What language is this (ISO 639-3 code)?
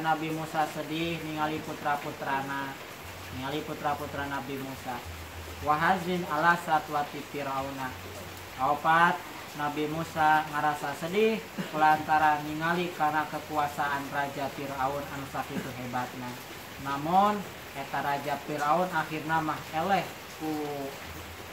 sun